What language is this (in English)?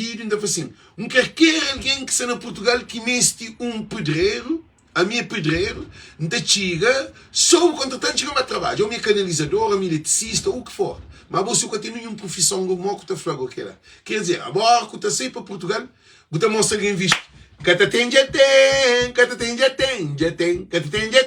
Kabuverdianu